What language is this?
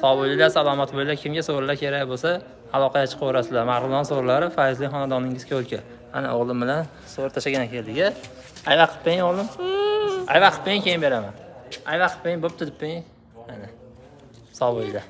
Uzbek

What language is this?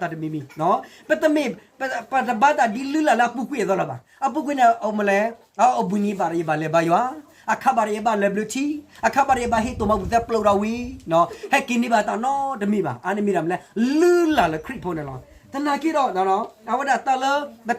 S'gaw Karen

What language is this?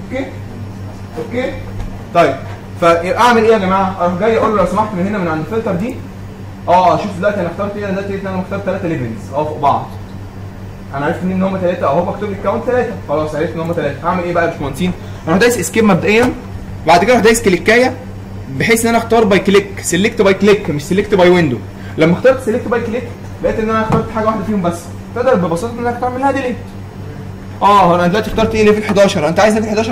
Egyptian Arabic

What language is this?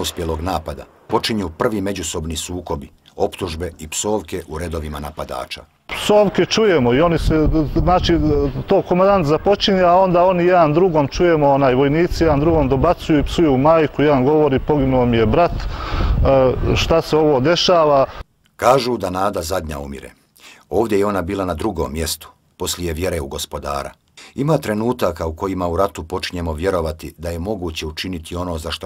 Bosnian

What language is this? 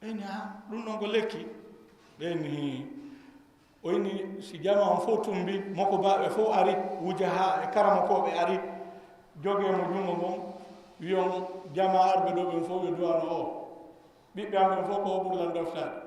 Fula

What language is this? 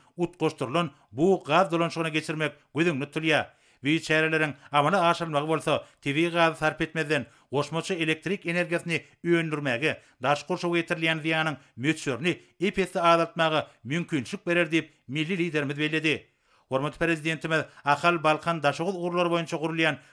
Turkmen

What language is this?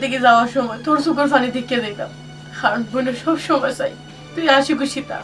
Sylheti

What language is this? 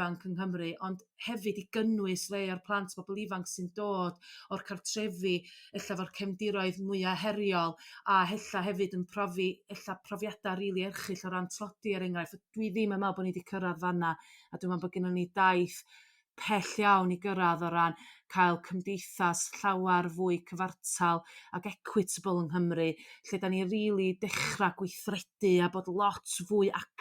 Welsh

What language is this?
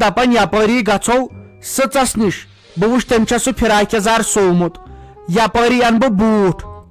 Kashmiri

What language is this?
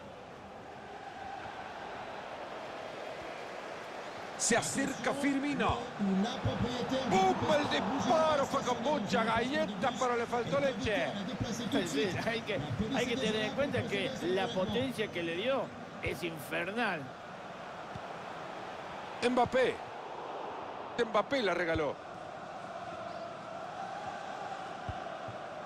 Spanish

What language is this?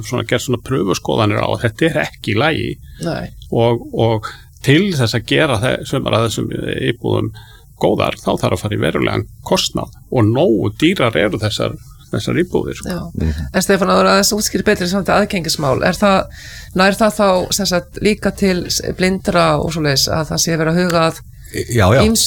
Icelandic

